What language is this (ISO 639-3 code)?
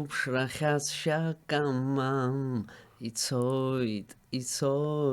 abk